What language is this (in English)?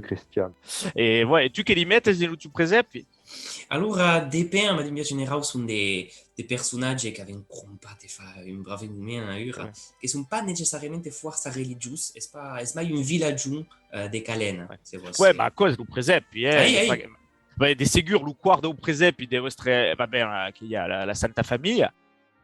Occitan